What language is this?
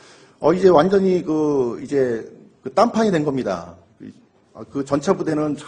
Korean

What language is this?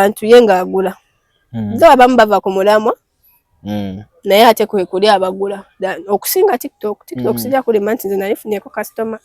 Ganda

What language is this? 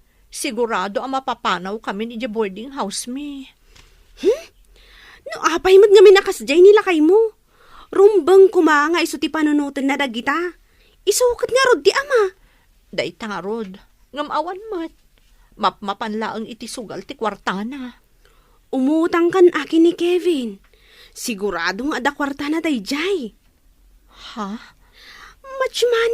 Iloko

